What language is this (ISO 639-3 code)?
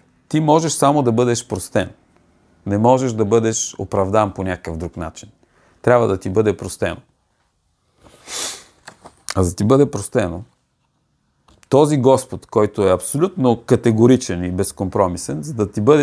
bul